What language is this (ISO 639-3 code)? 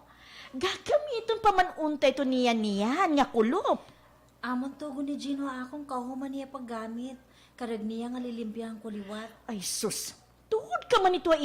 war